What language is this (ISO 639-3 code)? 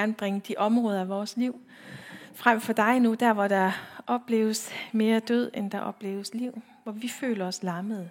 dan